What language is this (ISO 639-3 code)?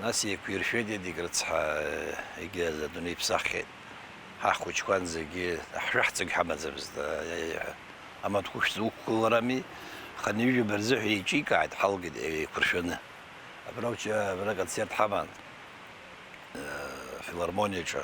abk